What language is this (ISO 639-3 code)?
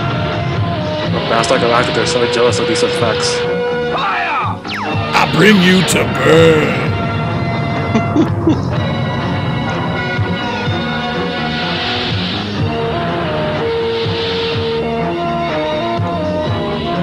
eng